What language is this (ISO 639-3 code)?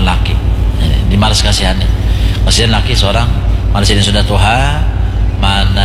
bjn